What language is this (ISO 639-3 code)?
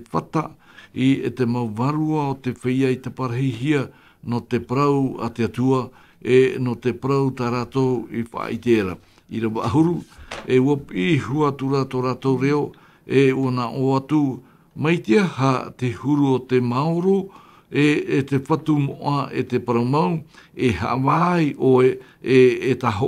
tah